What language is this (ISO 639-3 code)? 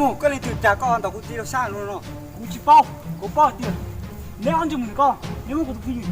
hmn